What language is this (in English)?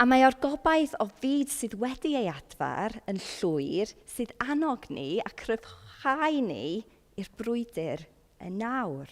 Welsh